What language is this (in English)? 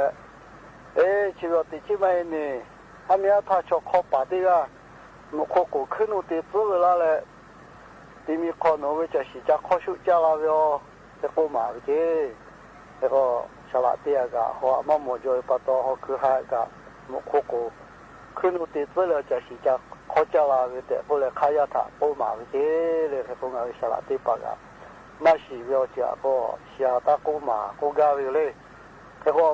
Lahu